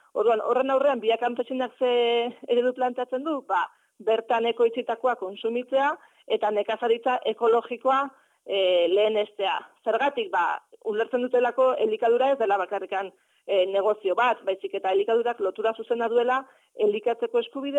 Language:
Basque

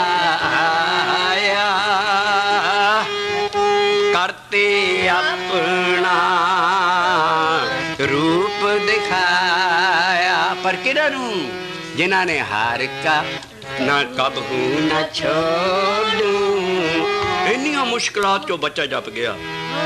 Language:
Punjabi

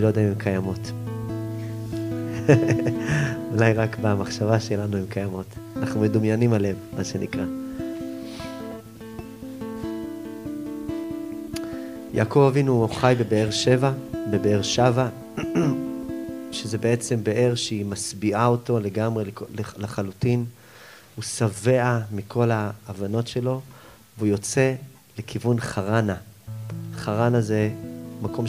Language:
Hebrew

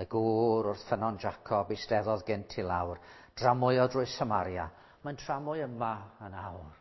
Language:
Welsh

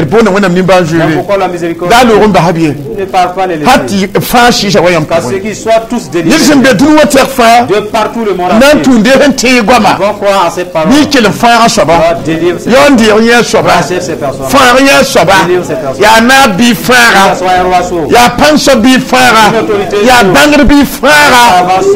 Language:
Mossi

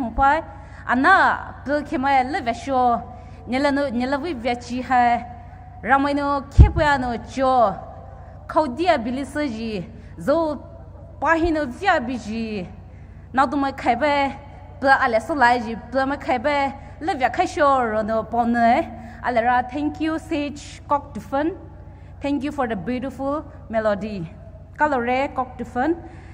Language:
Poumei Naga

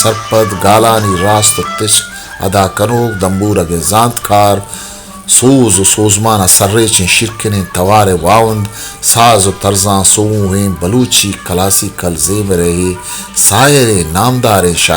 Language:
Baluchi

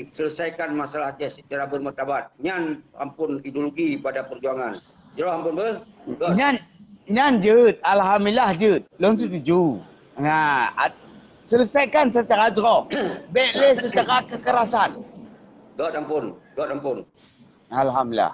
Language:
Achinese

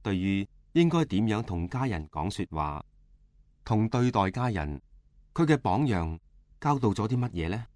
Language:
Cantonese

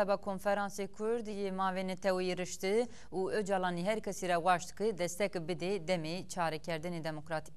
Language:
Zaza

